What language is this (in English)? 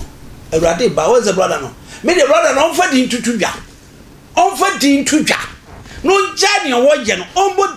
Akan